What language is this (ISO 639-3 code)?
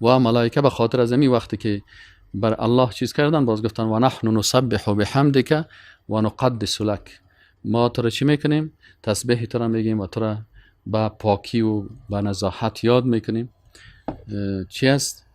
fas